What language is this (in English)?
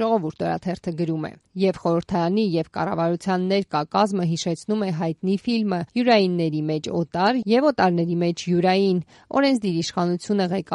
Armenian